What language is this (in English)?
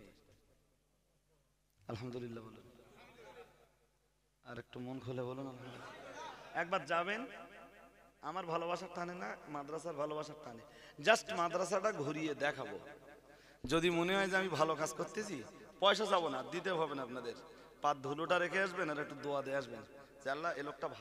Bangla